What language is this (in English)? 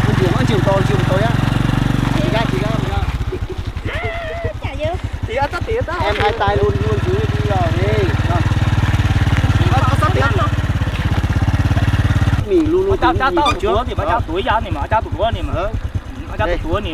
Vietnamese